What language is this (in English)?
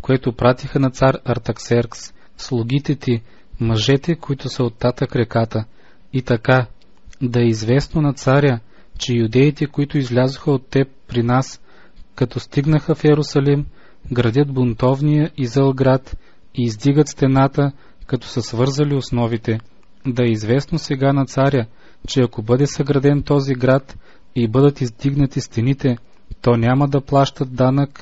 Bulgarian